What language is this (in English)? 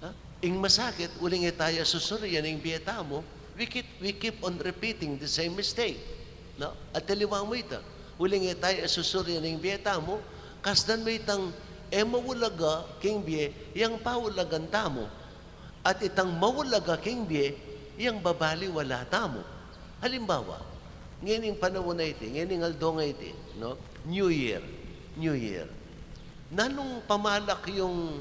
Pampanga